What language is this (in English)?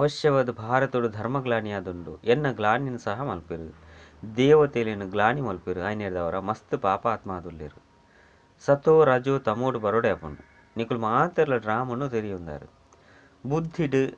Tulu